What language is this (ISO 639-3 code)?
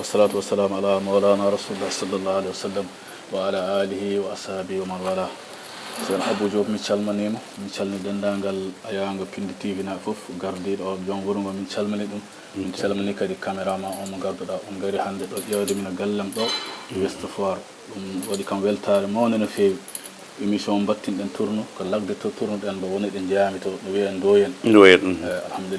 ful